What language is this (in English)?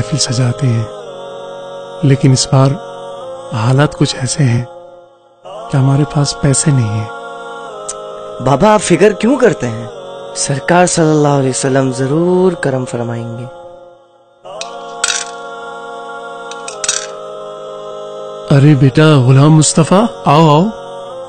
Urdu